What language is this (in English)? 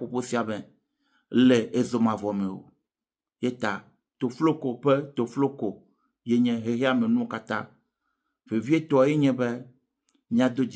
Ewe